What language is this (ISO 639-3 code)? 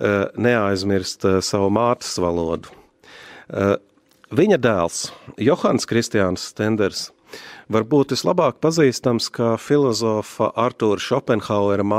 lav